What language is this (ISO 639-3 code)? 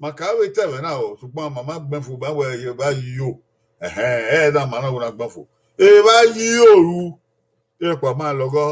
bin